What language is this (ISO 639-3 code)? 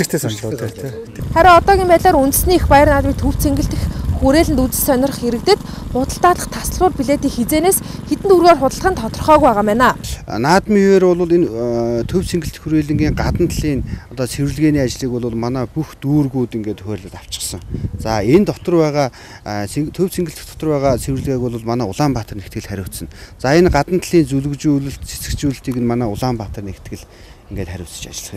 mon